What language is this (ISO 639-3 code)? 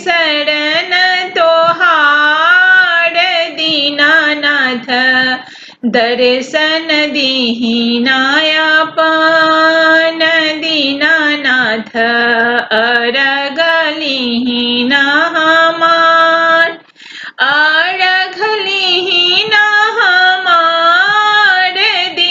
bho